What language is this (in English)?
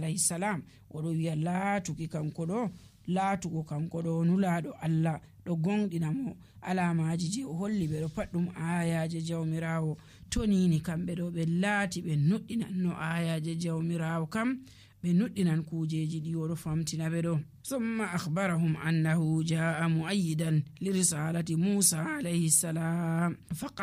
Nigerian Fulfulde